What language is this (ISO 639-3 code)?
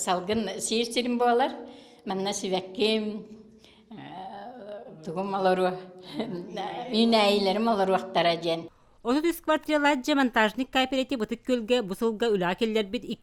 sah